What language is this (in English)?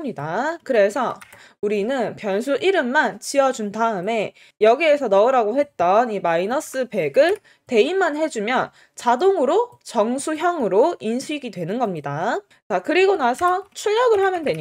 Korean